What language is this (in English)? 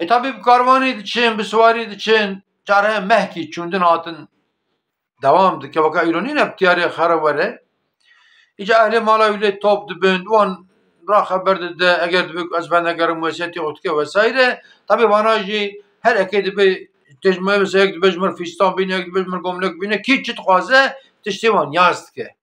Kurdish